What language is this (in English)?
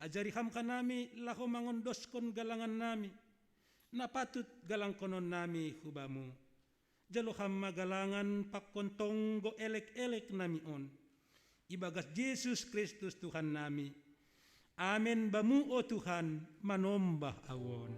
Batak Simalungun